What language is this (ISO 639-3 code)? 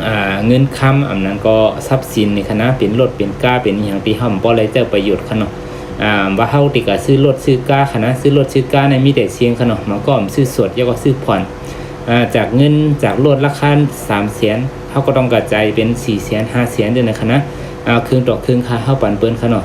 shn